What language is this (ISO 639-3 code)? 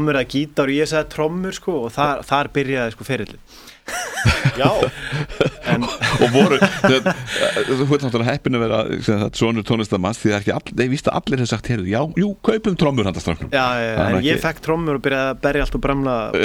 isl